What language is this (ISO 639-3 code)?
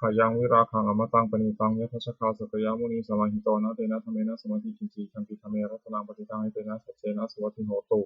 pli